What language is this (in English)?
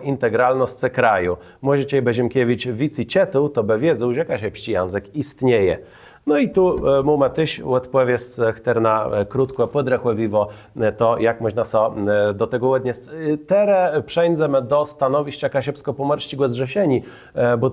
Kashubian